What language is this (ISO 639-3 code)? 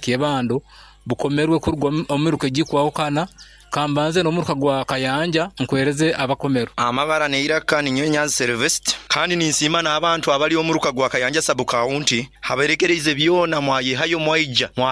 nyo